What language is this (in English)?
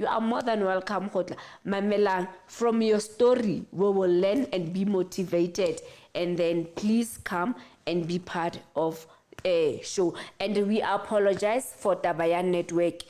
Southern Sotho